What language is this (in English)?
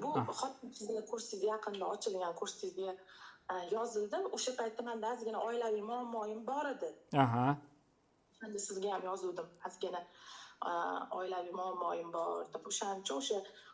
Uzbek